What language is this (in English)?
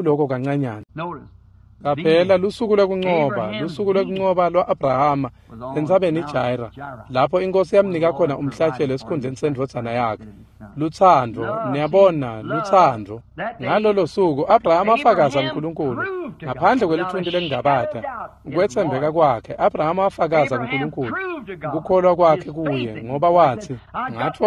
Swati